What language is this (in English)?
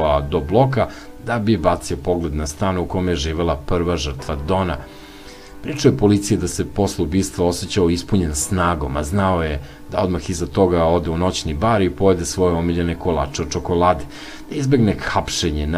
Serbian